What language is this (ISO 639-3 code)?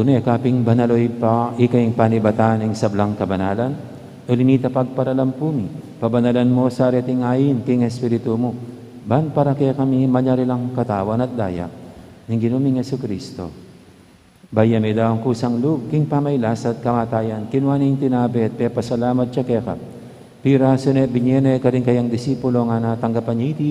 pam